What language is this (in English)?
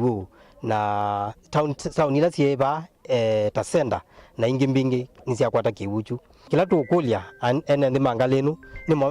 Kamba